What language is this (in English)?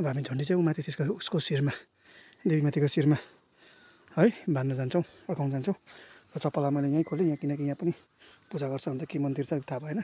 Nepali